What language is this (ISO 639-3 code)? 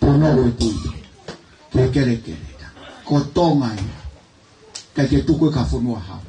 ton